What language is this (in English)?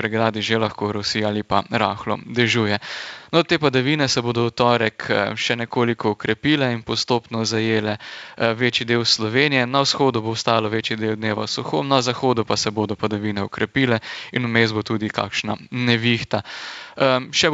Slovenian